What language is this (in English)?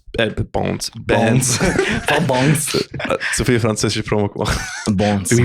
Swiss German